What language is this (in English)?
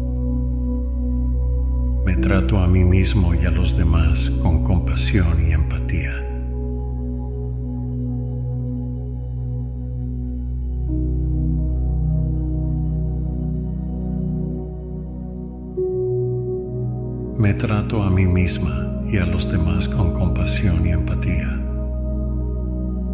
Spanish